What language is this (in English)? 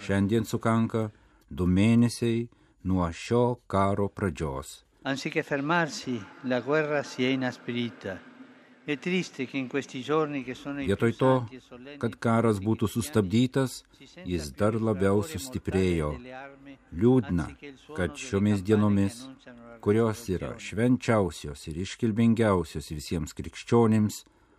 Lithuanian